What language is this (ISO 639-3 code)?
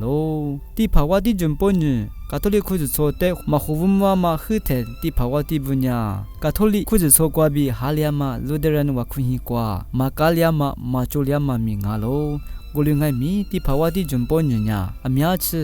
lis